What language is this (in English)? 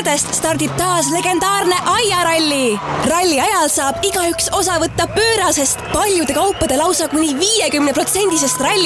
Estonian